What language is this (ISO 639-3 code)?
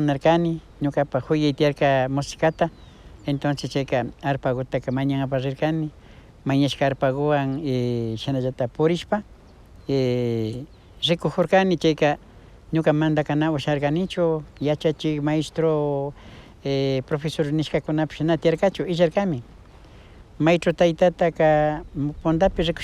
qvi